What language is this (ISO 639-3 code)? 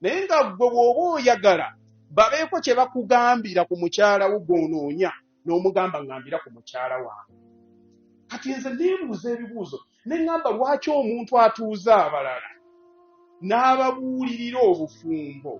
lug